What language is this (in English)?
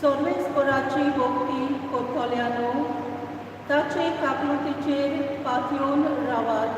Konkani